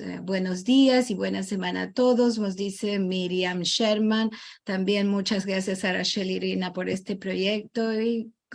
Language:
Ladino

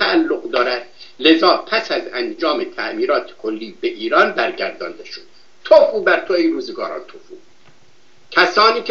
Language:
Persian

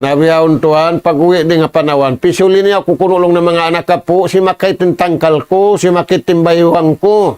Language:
Tausug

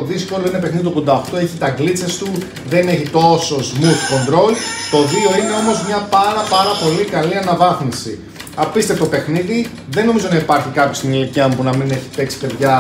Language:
Greek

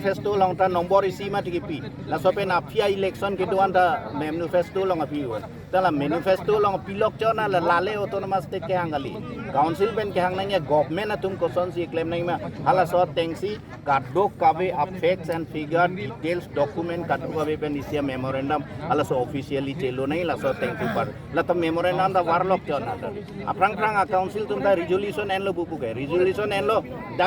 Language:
Karbi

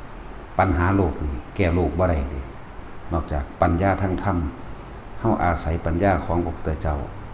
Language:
Northeastern Thai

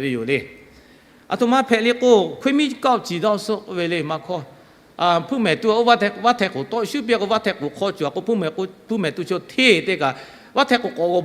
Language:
Lahu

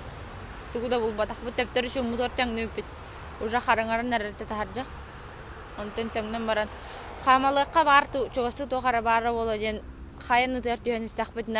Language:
Yakut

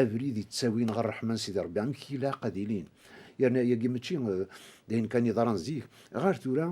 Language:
Kabyle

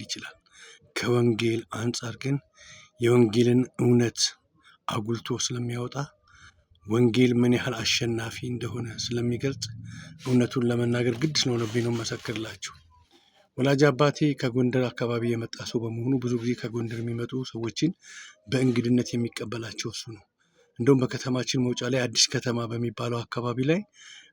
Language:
Amharic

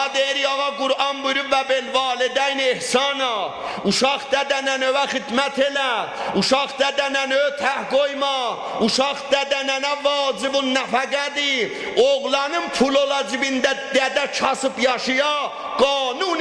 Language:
South Azerbaijani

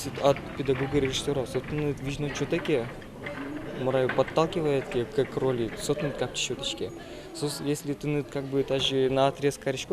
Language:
Udmurt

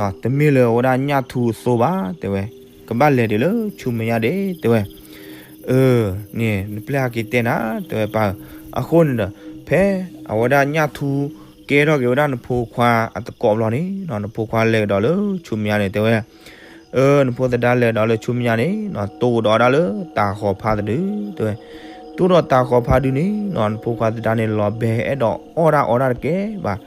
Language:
S'gaw Karen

